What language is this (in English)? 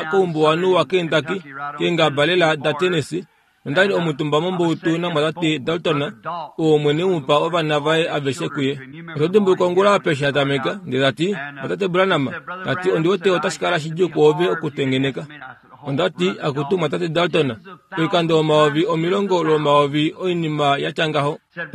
Kuanyama